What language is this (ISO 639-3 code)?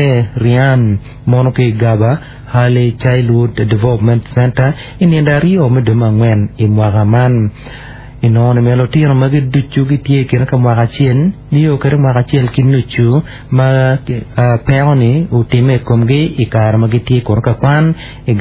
ach